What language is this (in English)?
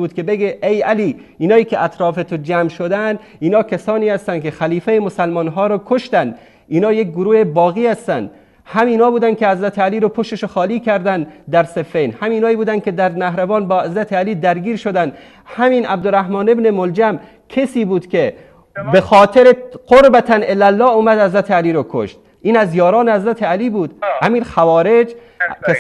Persian